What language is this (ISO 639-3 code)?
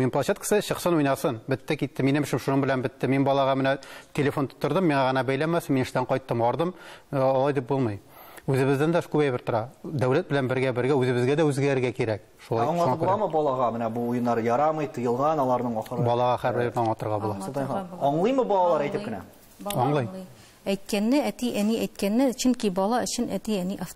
tat